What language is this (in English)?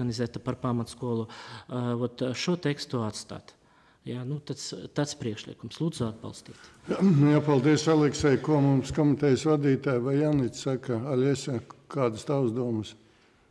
Latvian